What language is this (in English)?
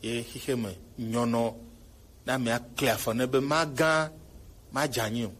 Gen